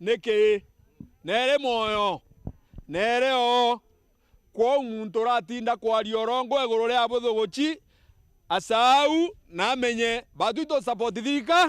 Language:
Meru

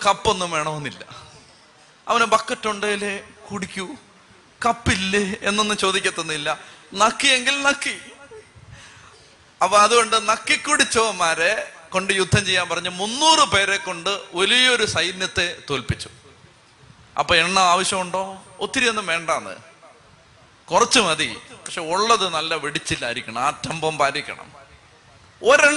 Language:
Malayalam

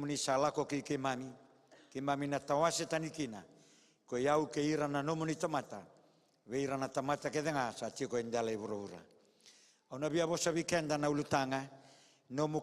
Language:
Fijian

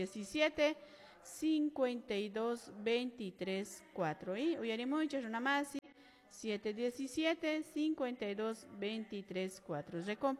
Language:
Quechua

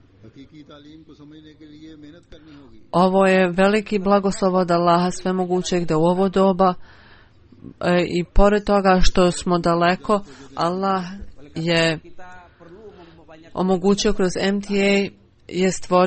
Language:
Bosnian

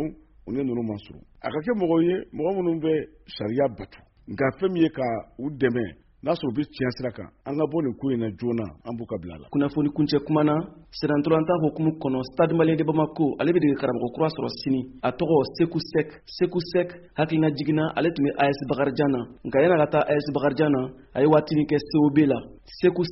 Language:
Bambara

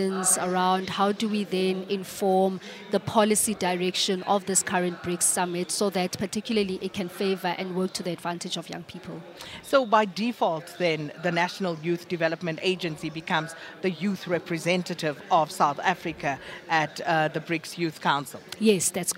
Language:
English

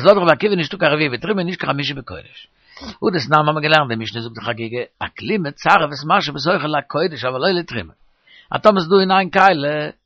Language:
Yiddish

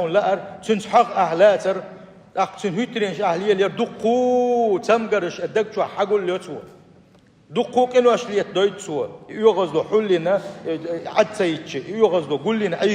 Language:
Chechen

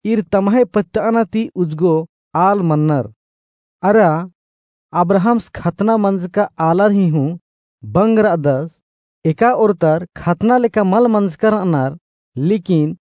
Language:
Kurukh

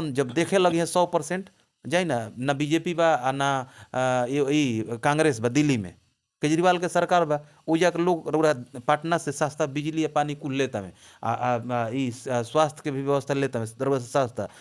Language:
Bhojpuri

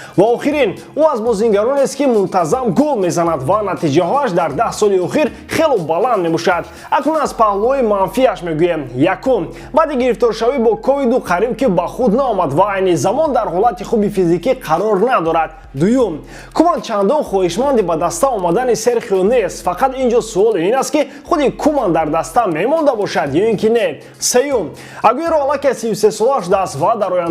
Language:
Tajik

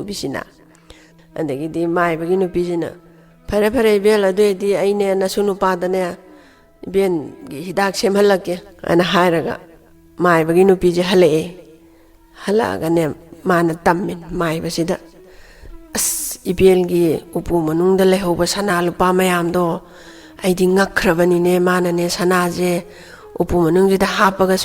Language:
Manipuri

